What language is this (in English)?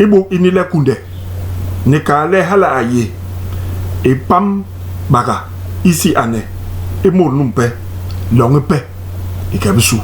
Basaa